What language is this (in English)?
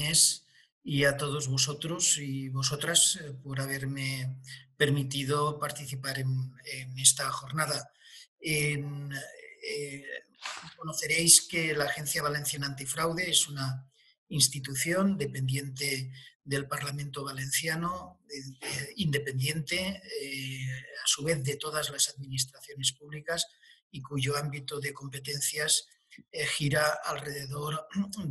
Spanish